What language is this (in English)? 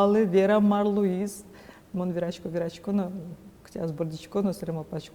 Udmurt